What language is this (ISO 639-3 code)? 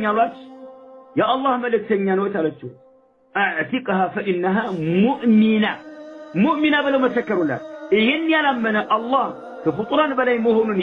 amh